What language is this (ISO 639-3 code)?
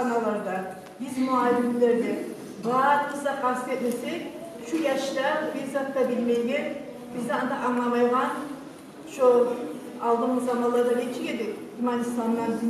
kum